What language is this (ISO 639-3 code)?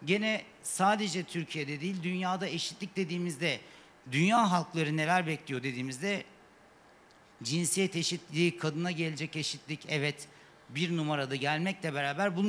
tur